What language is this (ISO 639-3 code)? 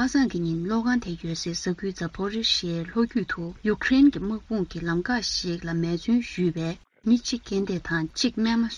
bod